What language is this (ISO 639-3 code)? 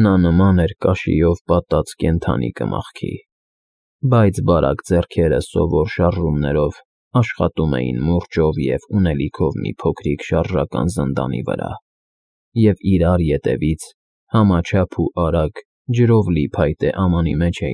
hye